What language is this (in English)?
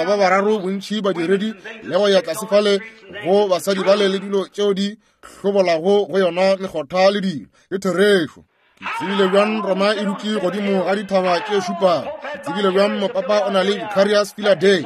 Northern Sotho